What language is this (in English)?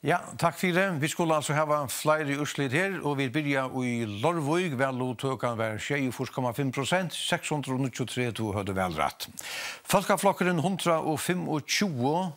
Faroese